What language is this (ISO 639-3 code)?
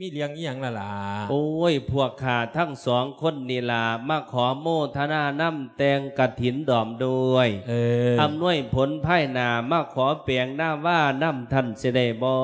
lao